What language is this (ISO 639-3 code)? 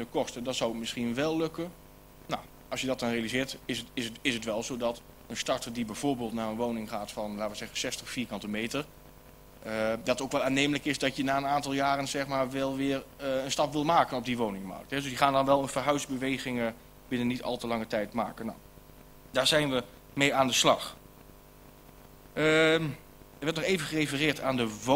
nld